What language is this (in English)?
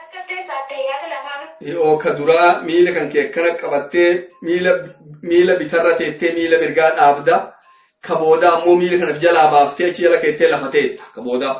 Oromo